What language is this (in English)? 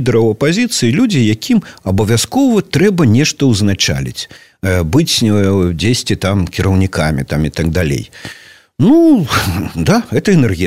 Belarusian